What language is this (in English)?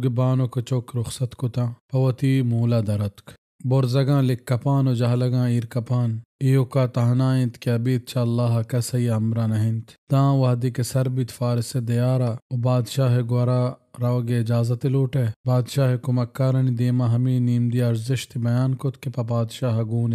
Baluchi